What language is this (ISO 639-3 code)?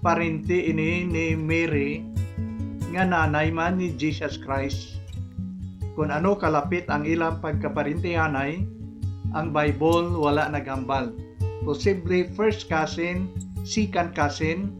hil